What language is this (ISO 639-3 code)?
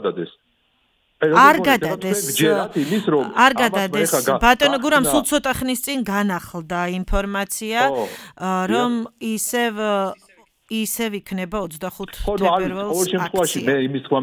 kat